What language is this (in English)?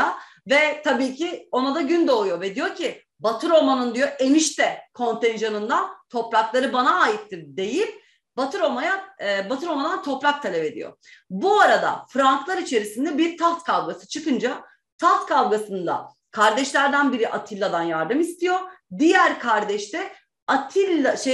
Turkish